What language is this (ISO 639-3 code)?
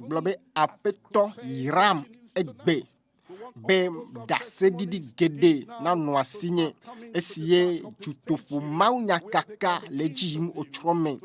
ewe